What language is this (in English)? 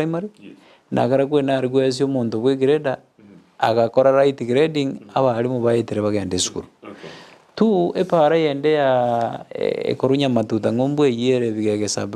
Gusii